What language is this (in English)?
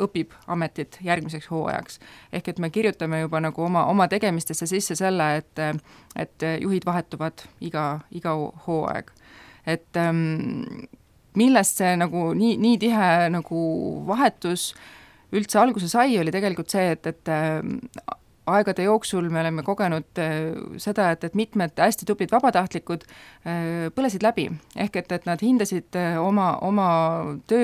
Estonian